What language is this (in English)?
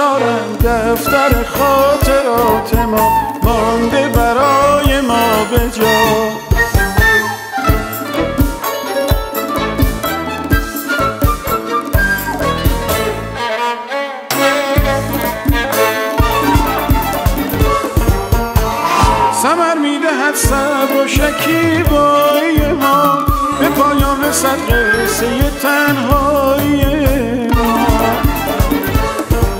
Persian